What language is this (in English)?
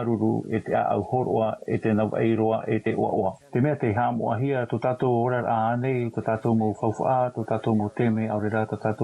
Tahitian